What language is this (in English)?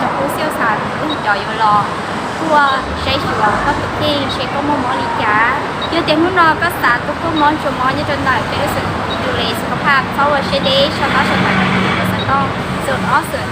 Hmong